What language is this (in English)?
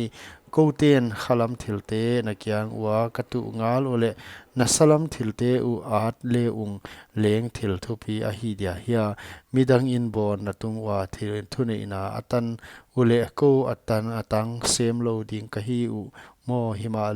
Paite Chin